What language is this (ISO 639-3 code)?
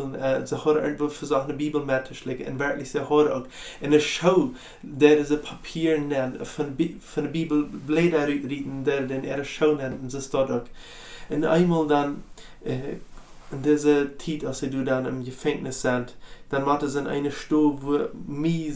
pdt